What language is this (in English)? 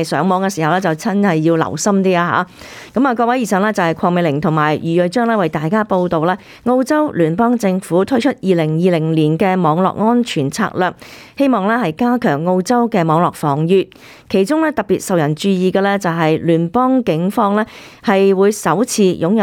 Cantonese